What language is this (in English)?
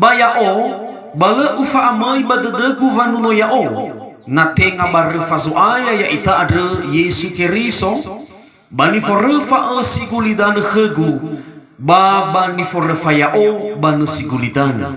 Nias